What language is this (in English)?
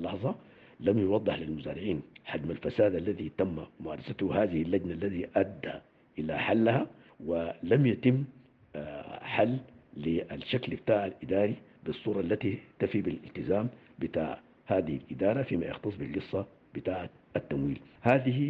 Sudanese Arabic